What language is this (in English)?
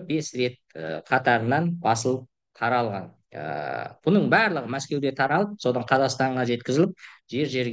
Kazakh